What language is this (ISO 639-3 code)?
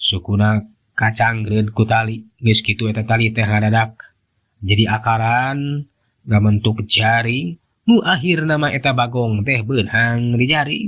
sun